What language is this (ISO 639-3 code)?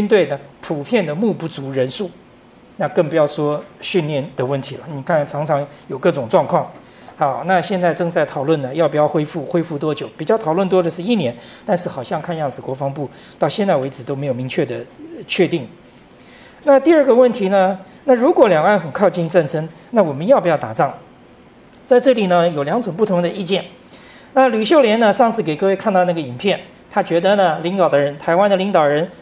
zho